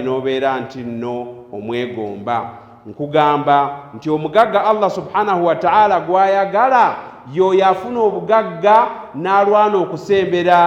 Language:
Ganda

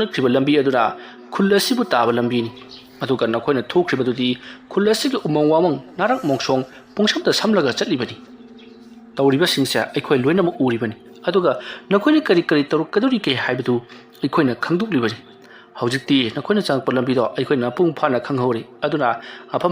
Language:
Manipuri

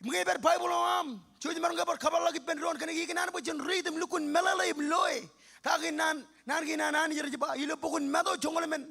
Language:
Marshallese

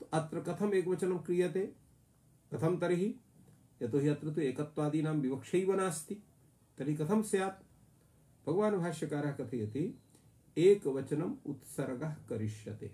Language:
Sanskrit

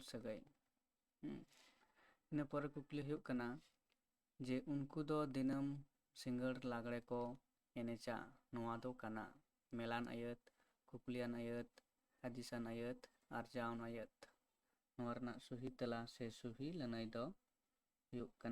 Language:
Santali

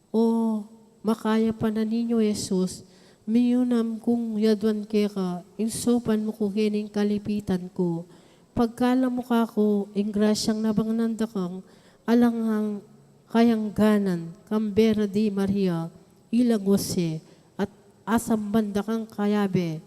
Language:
Pampanga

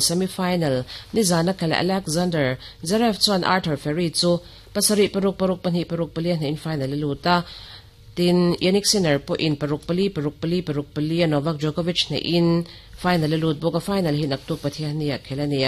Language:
Mizo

